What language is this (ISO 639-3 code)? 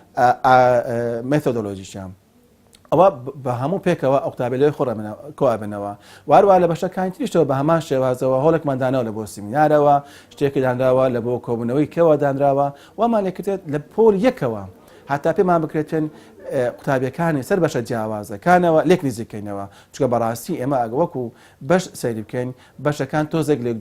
ckb